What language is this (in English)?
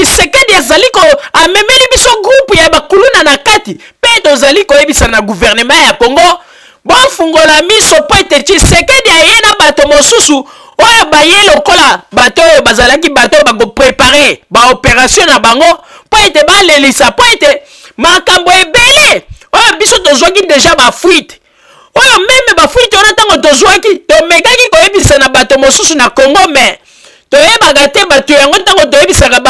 Lingala